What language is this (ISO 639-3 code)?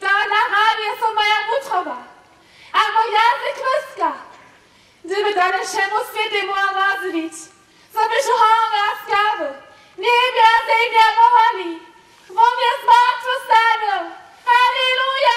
hsb